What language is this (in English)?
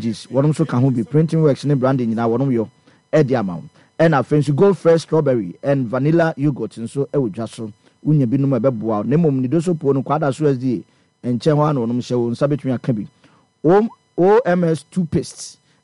Akan